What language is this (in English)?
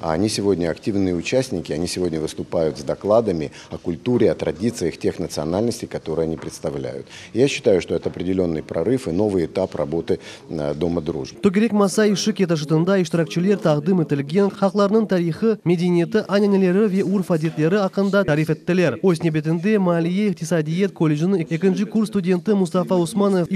Crimean Tatar